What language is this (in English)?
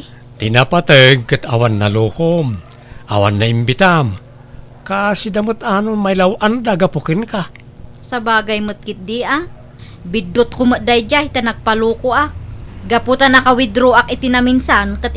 Iloko